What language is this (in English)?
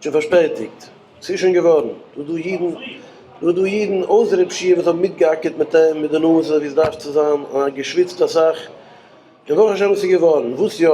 Yiddish